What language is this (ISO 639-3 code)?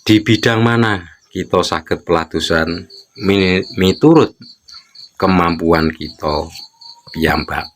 jav